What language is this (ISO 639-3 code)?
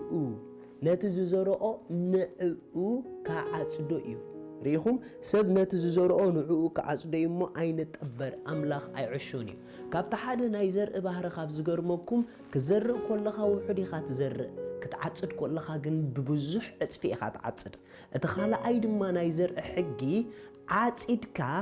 tir